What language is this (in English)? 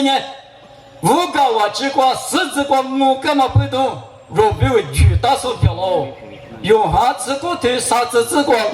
Lisu